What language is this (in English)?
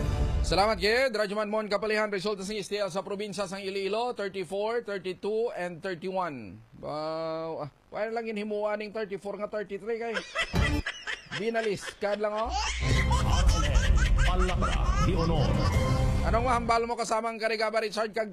Hiligaynon